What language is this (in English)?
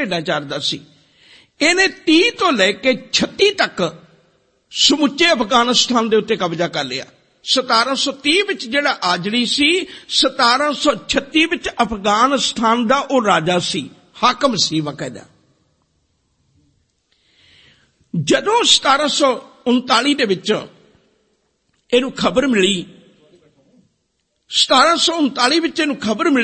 Punjabi